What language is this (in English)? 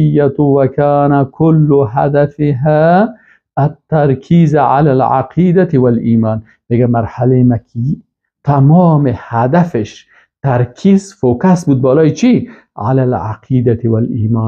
Persian